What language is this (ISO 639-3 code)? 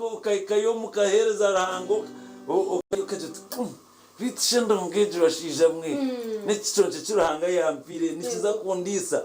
nyn